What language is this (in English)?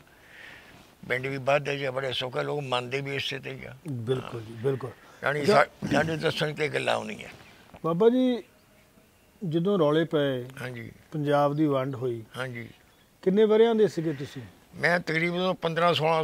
Punjabi